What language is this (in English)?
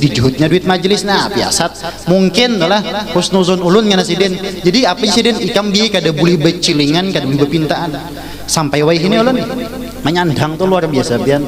Banjar